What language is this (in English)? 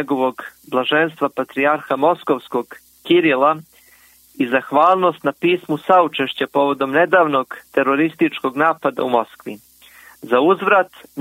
Serbian